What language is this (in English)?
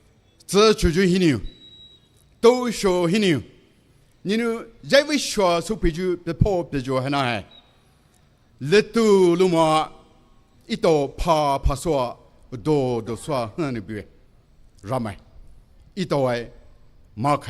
Poumei Naga